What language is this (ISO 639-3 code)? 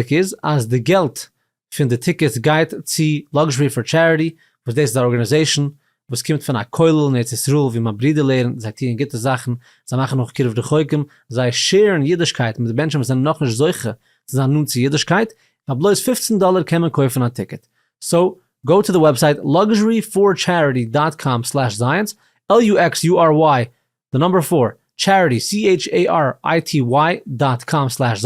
yid